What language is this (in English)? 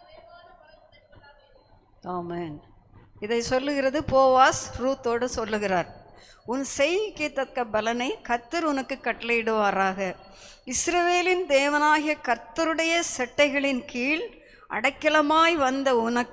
Tamil